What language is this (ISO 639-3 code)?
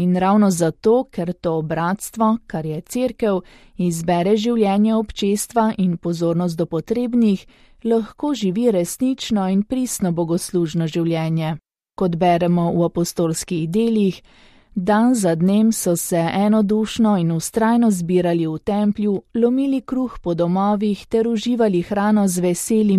slv